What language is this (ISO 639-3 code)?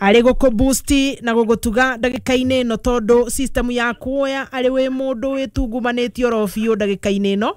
kik